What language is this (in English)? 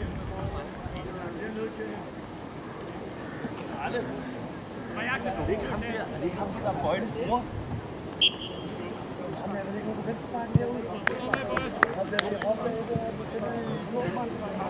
Danish